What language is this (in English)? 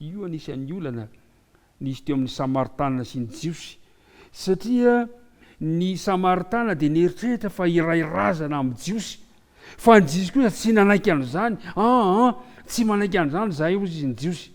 Malagasy